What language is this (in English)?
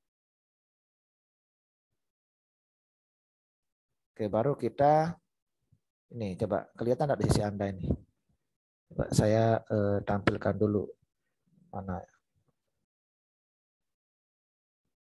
Indonesian